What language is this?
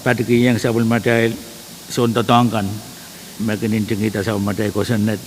Pohnpeian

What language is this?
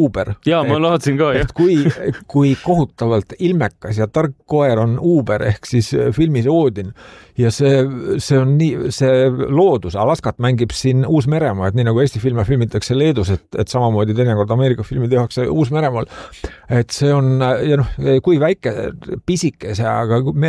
Estonian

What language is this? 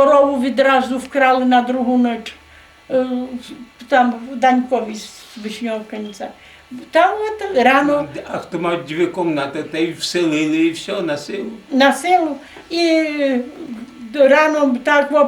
Rusyn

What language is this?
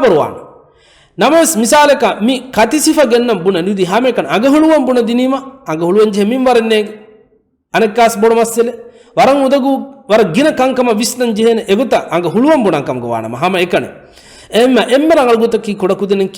Divehi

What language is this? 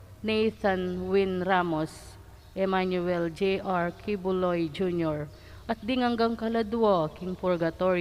Pampanga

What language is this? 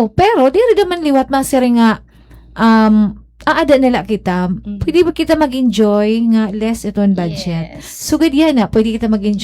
Waray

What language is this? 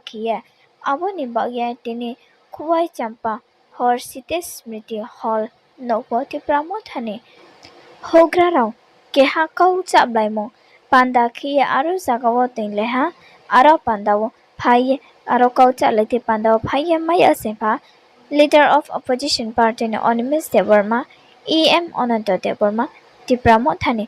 Riang (India)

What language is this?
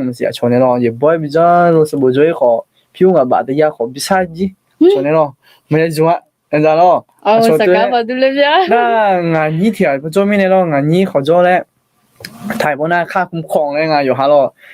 Akha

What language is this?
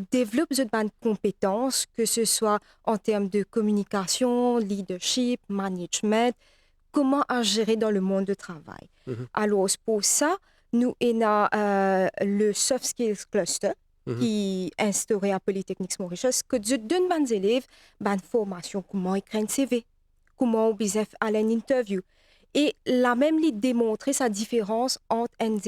Morisyen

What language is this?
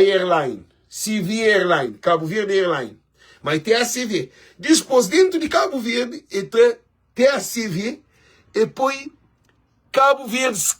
Kabuverdianu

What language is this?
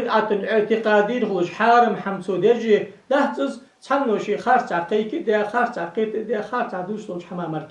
Ingush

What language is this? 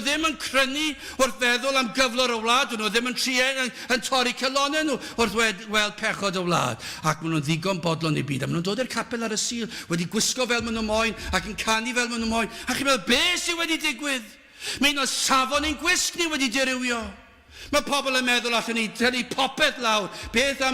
Welsh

